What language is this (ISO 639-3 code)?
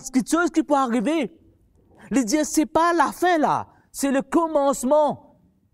mfe